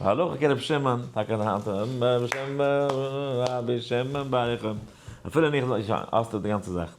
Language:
Yiddish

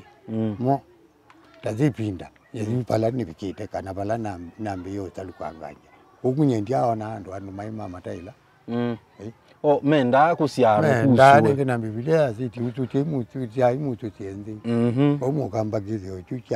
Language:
Kamba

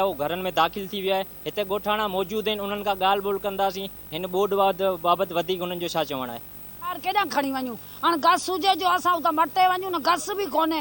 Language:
Sindhi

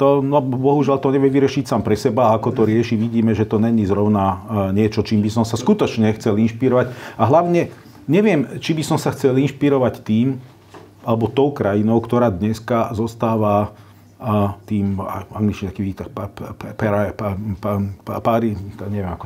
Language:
Slovak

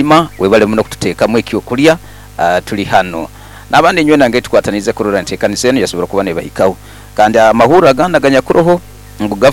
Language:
Nyoro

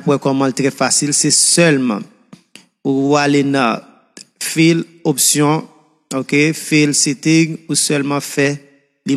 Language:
Haitian Creole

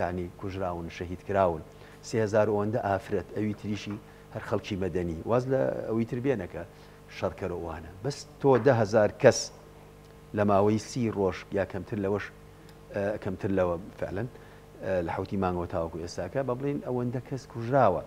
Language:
Central Kurdish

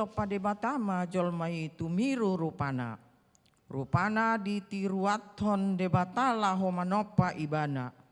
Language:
Batak Toba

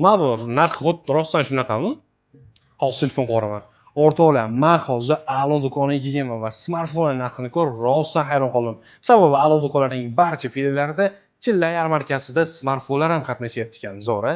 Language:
Uzbek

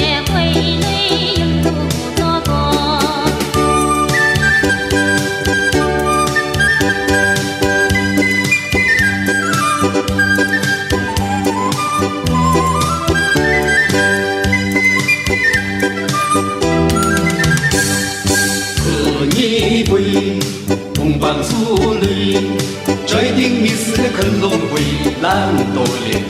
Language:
Zaiwa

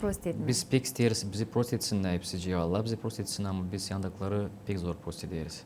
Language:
Gagauz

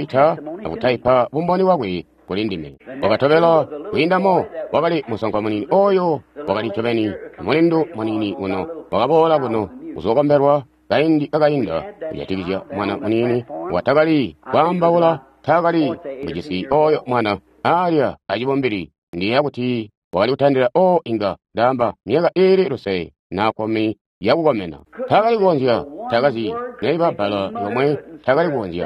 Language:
Tonga (Zambia)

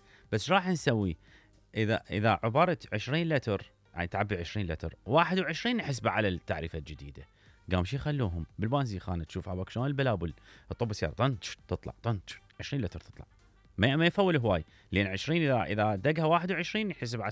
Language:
Mesopotamian Arabic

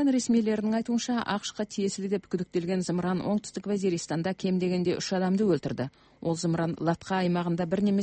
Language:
Kyrgyz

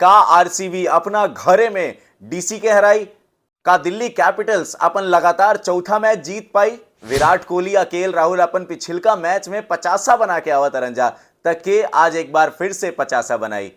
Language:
Bhojpuri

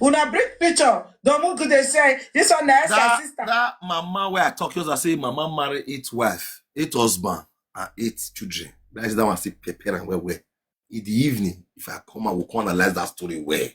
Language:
Nigerian Pidgin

